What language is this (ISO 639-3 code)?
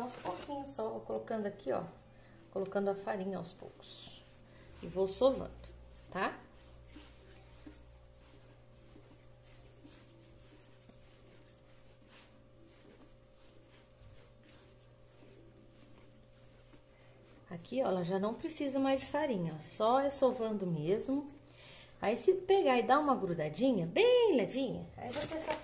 por